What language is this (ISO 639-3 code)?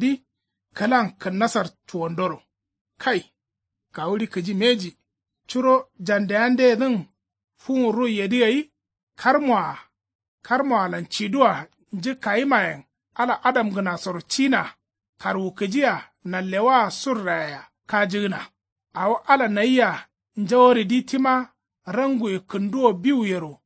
kau